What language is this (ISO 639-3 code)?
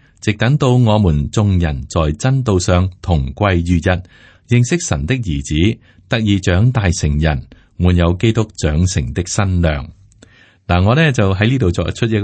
yue